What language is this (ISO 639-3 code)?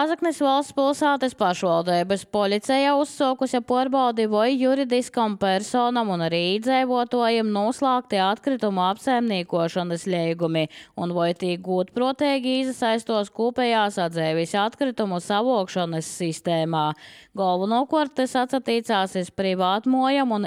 lav